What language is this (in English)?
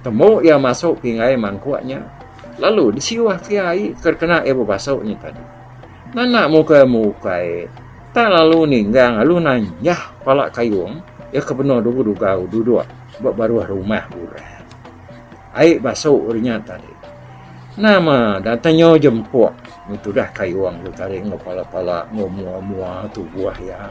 Iban